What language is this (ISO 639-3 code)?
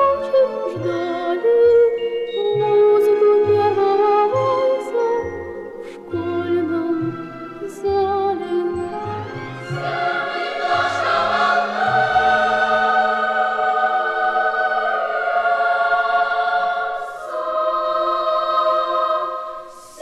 rus